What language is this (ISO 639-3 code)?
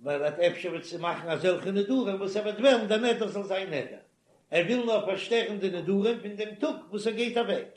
yid